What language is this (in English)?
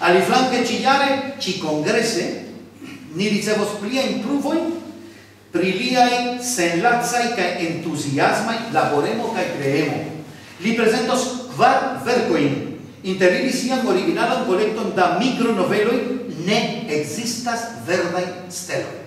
Esperanto